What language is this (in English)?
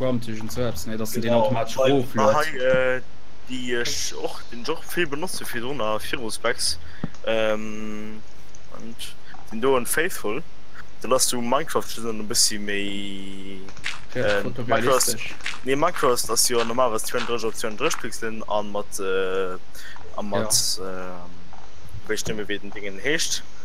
Luxembourgish